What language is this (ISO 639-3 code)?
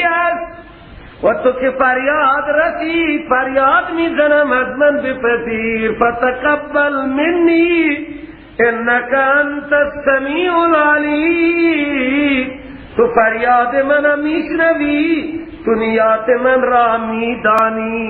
fas